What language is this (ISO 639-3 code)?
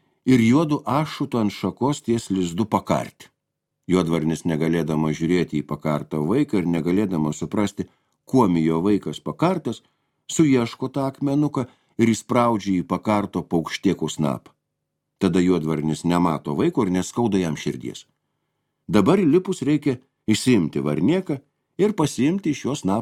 lit